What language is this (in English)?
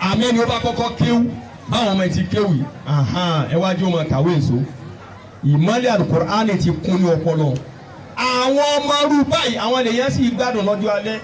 Yoruba